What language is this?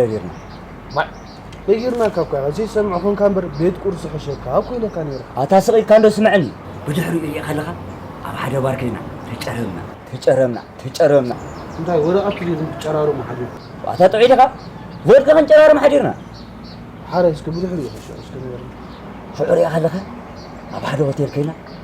Tigrinya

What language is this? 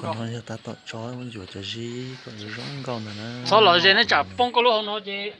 Hmong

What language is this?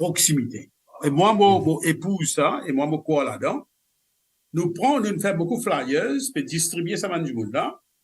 Morisyen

